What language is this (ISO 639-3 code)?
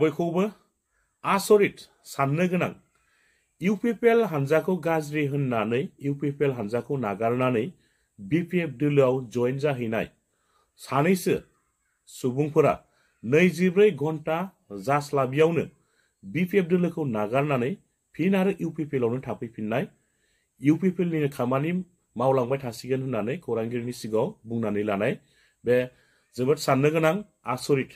brx